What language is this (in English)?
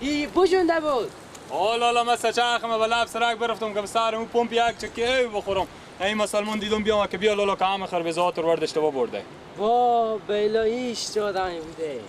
Persian